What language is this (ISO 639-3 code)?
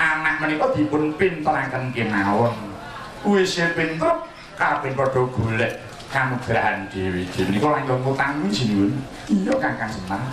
jav